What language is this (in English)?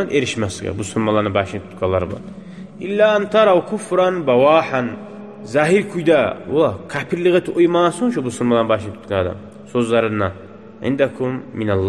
Kumyk